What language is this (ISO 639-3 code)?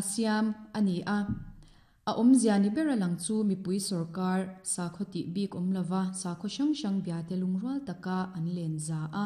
lus